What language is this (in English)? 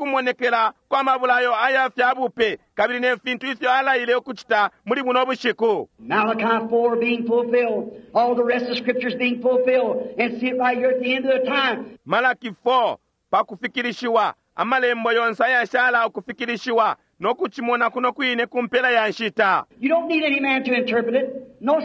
Bemba